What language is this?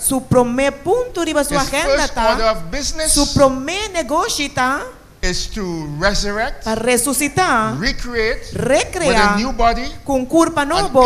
Papiamento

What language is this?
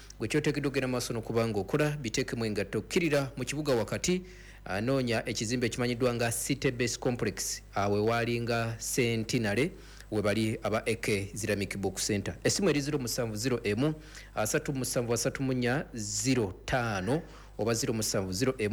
Ganda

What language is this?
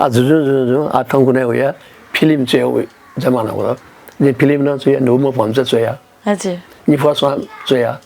Newari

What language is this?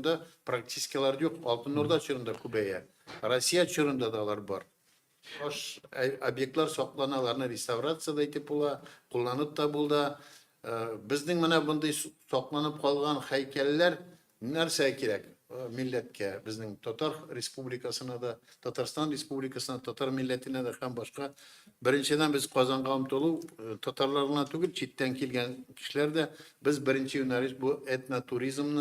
Tatar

